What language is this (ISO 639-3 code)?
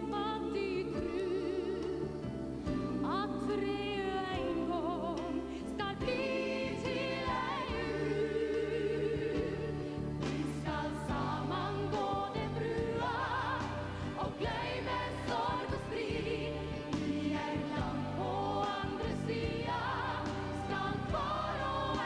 nor